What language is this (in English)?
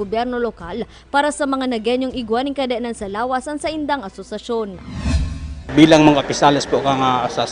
Bikol